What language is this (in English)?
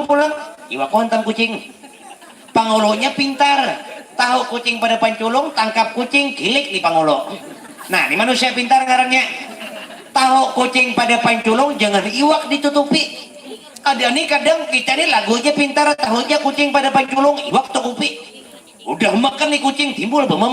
Banjar